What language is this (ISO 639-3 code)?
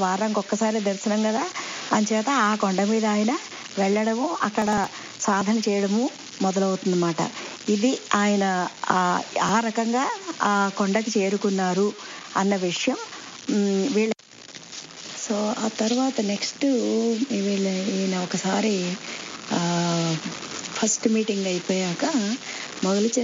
tel